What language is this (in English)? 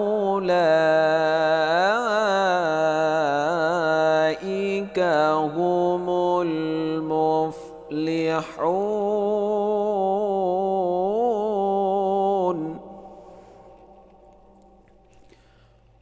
Arabic